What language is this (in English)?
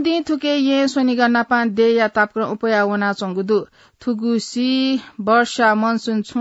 Newari